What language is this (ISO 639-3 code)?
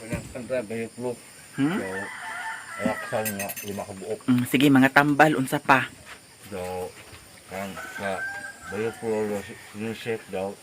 ceb